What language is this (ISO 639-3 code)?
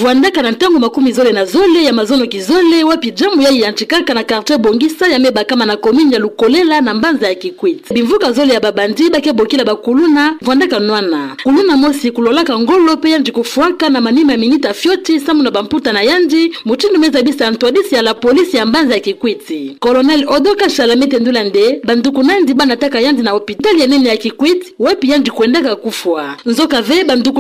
ktu